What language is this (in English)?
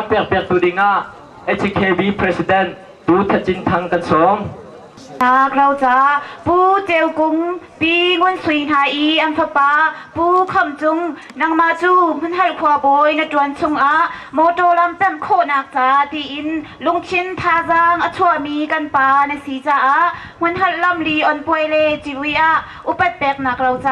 Hakha Chin